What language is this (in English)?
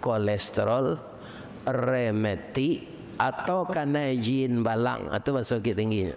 Minangkabau